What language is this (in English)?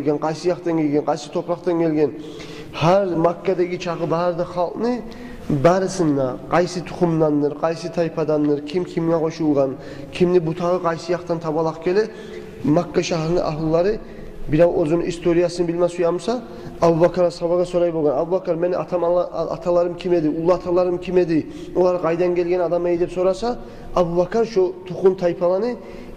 Kumyk